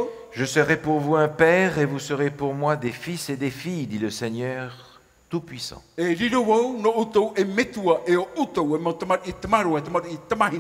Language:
Tahitian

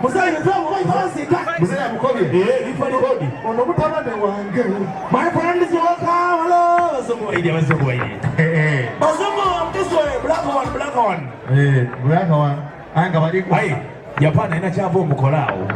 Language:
Soga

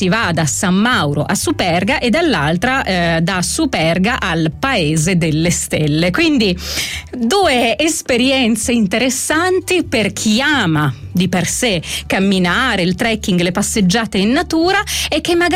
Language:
Italian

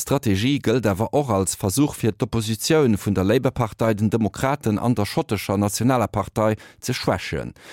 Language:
Luxembourgish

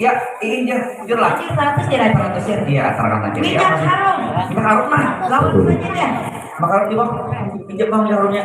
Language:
Banjar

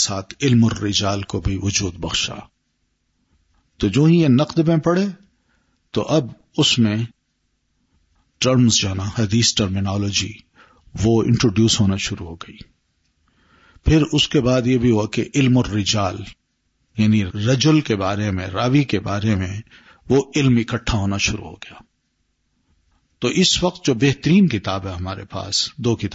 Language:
Urdu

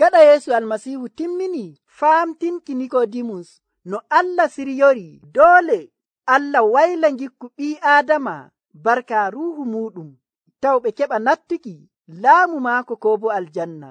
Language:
Nigerian Fulfulde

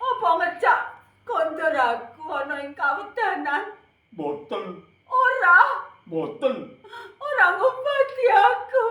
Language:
Javanese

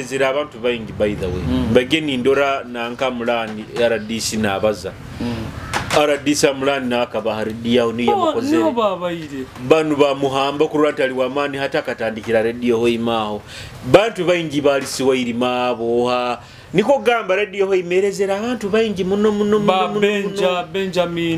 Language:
Nyoro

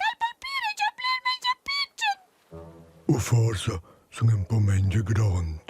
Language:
Romansh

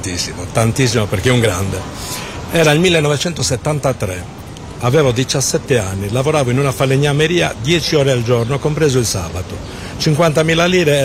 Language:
Italian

